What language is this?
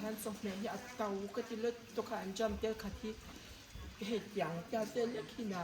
Mizo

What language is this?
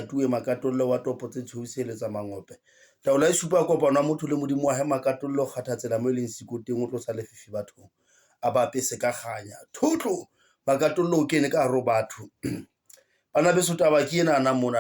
Southern Sotho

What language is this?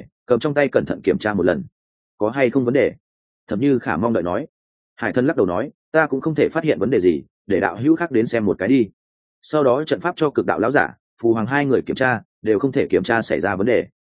Vietnamese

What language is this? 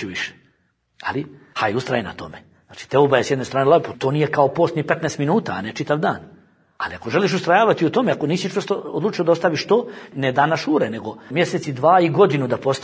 Bosnian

